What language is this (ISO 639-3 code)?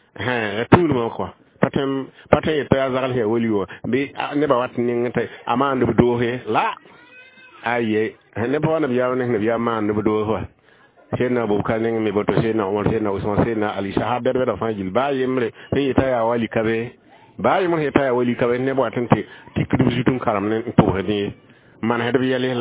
mos